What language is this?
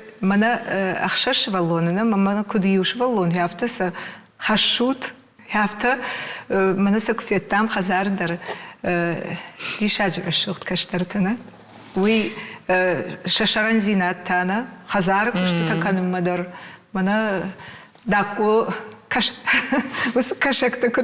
Ossetic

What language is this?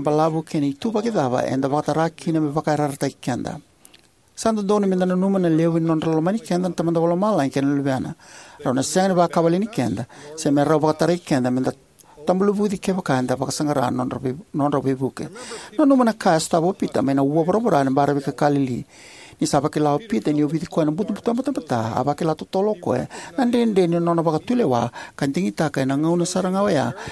Fijian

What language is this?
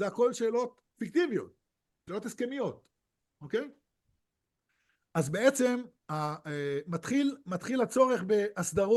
Hebrew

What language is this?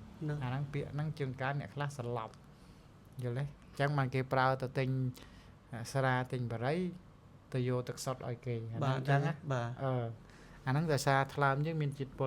Khmer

